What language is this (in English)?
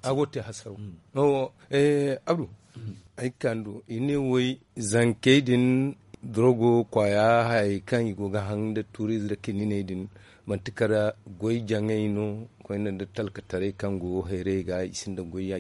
Zarma